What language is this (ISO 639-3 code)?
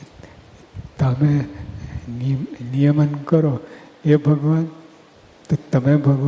guj